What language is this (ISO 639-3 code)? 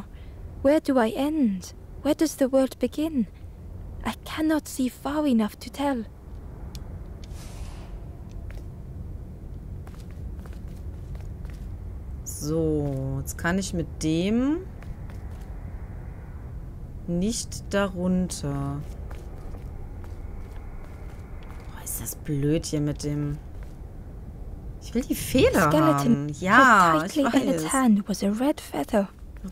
deu